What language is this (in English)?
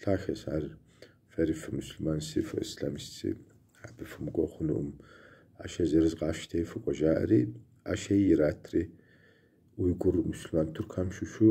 Kabardian